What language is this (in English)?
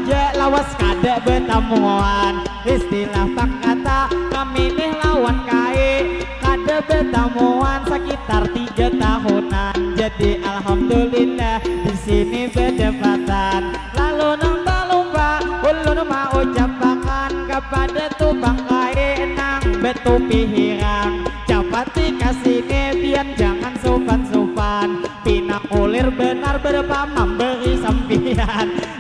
Banjar